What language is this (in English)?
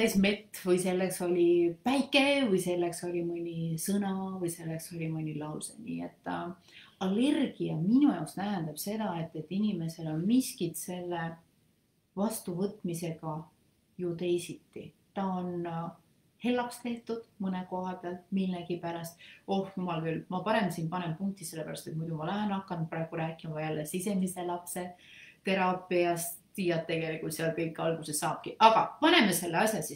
Estonian